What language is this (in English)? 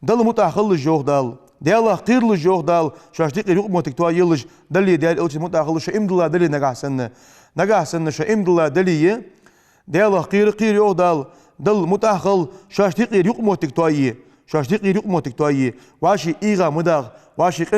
Ingush